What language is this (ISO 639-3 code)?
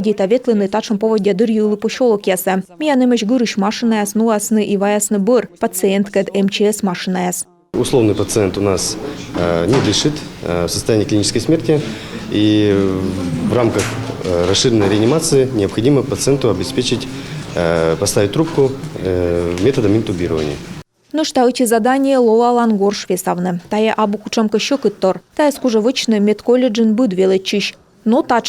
kom